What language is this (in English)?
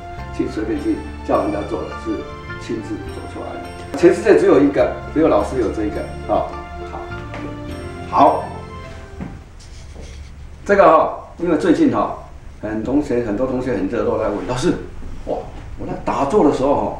Chinese